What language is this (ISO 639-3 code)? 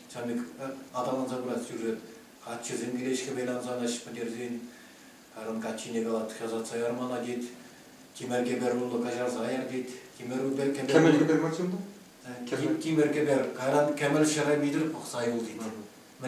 chv